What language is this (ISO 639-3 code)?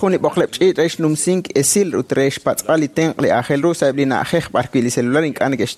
kek